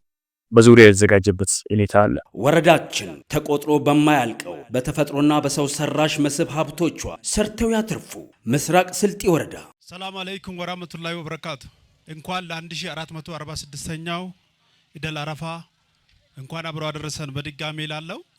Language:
Amharic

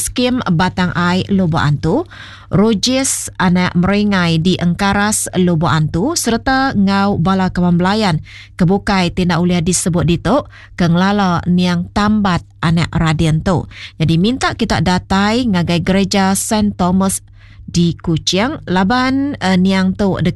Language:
Iban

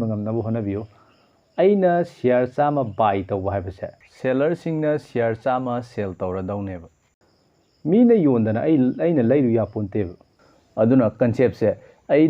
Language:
Manipuri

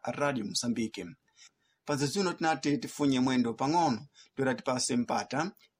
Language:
Sena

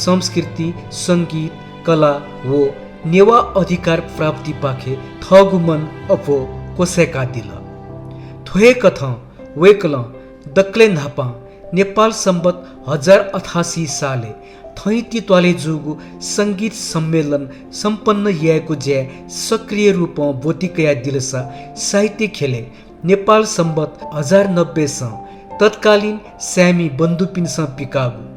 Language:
Newari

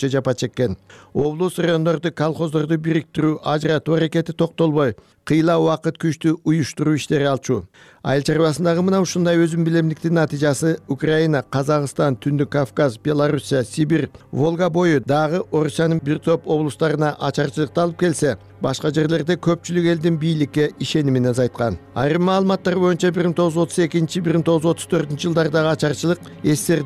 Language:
Kyrgyz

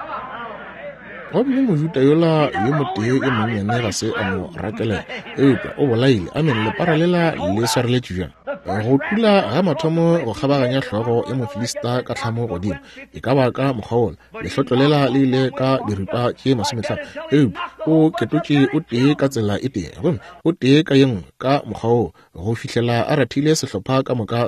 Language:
Northern Sotho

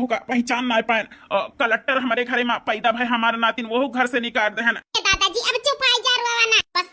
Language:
Awadhi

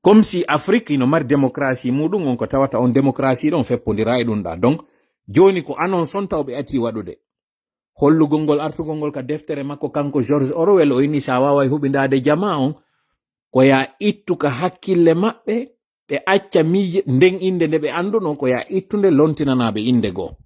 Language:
Fula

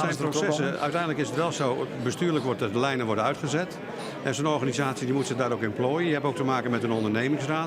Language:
Western Frisian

